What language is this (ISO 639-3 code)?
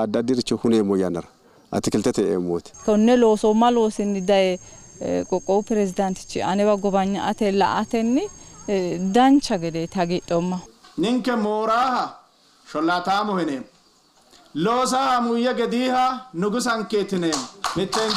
sid